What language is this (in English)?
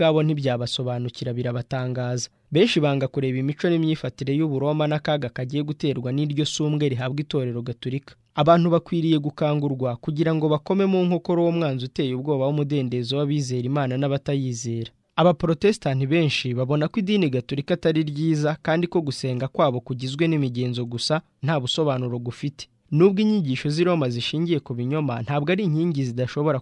Kinyarwanda